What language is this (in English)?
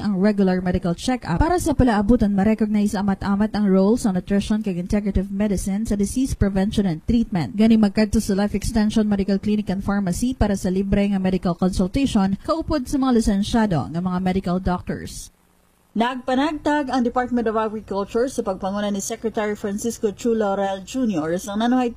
Hiligaynon